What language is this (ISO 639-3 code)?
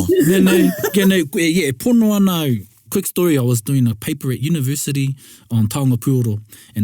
mri